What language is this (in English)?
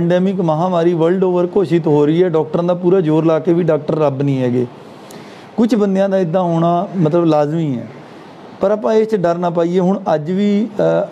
Punjabi